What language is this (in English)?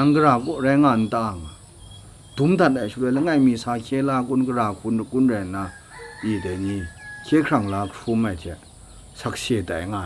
Kachin